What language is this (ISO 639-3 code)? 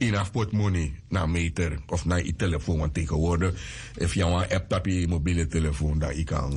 srn